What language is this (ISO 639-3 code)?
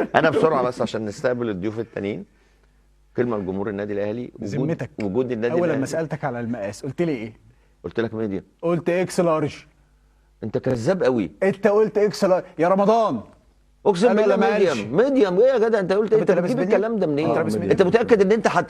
arz